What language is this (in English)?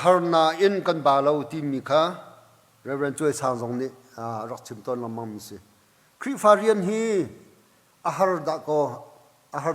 Hakha Chin